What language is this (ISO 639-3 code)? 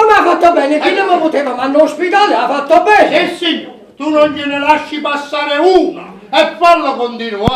nap